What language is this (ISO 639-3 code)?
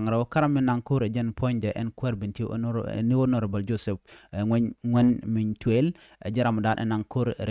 nus